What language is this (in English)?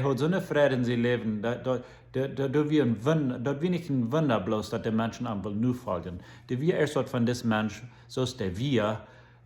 Plautdietsch